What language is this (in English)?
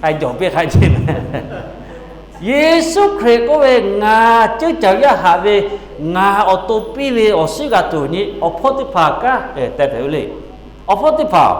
Lahu